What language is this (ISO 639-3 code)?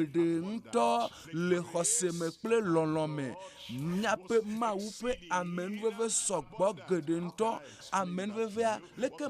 ewe